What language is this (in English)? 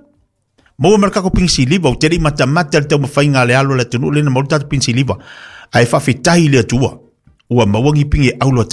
Samoan